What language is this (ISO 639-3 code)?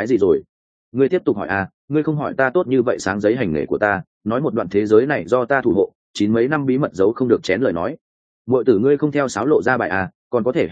vie